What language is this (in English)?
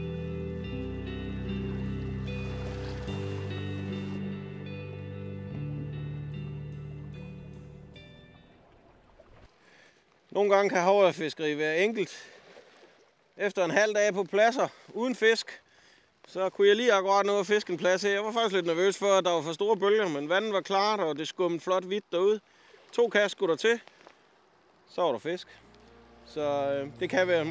Danish